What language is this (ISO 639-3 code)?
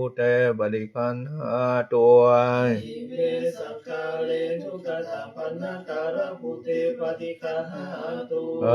pli